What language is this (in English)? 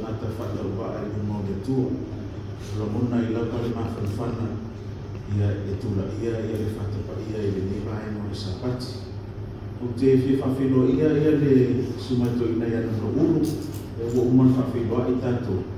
Samoan